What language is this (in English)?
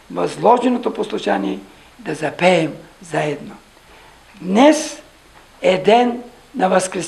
Bulgarian